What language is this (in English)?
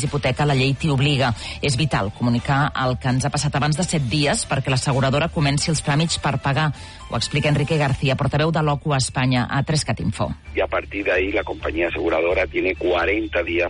Catalan